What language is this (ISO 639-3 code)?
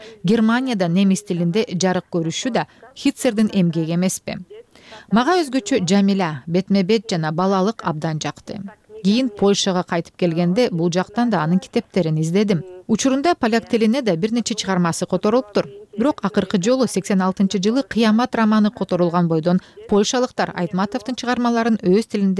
kir